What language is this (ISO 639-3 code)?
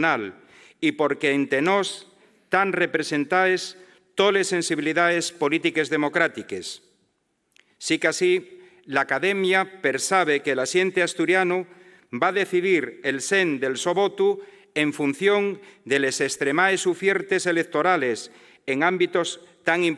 ast